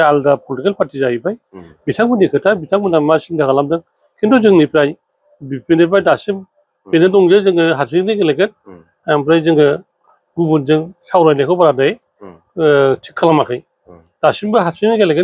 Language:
Bodo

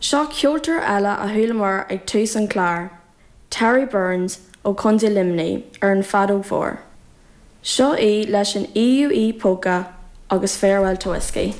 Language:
Irish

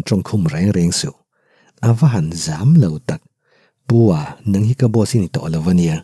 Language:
Mizo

